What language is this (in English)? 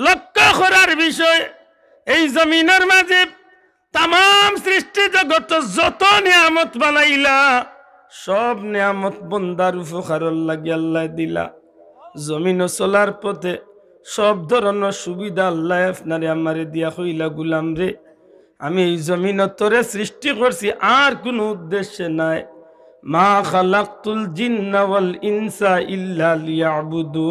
Sylheti